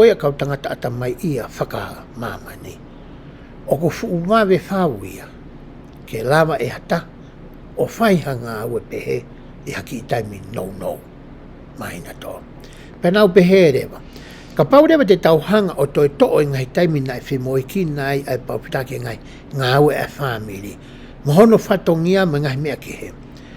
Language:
Tongan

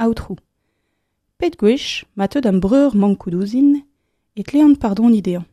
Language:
Breton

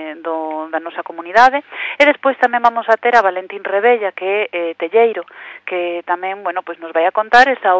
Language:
Galician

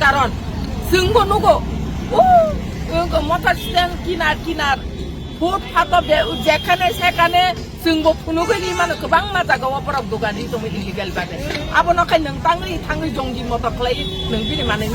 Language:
Kok Borok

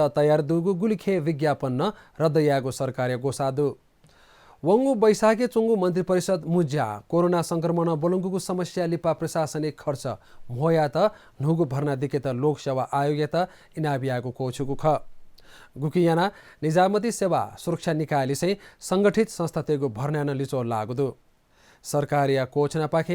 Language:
Newari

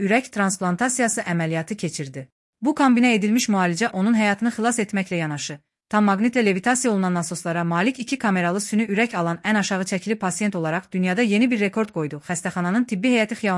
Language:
Azerbaijani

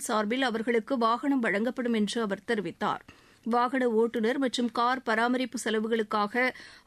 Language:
Tamil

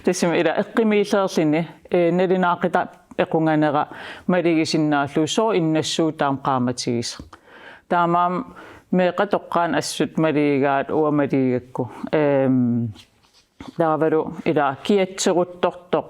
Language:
Kalaallisut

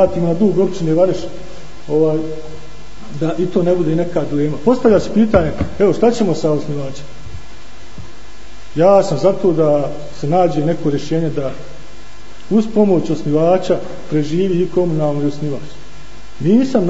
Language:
Bosnian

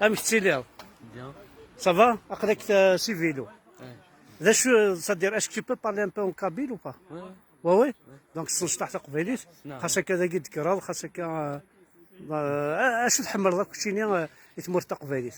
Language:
Kabyle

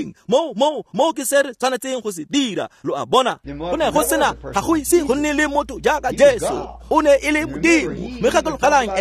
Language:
Tswana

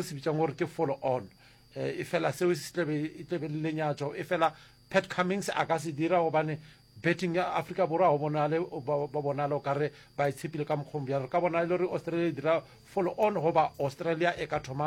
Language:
Northern Sotho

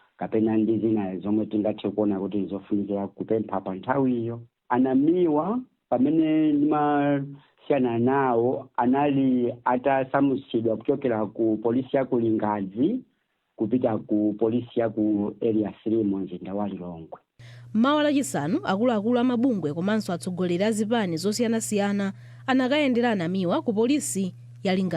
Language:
Nyanja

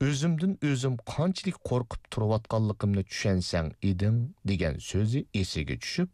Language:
Uyghur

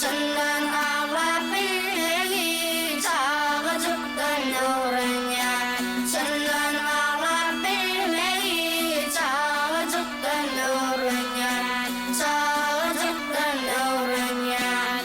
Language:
Turkmen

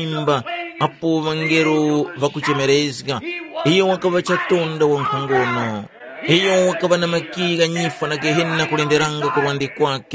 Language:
Tumbuka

